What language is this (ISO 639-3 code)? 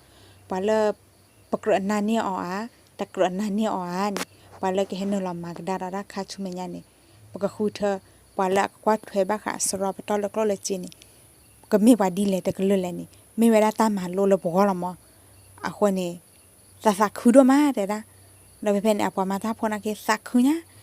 ksw